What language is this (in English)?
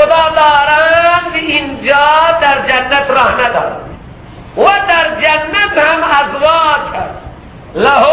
Persian